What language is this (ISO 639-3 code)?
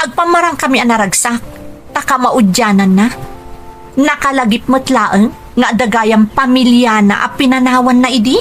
ilo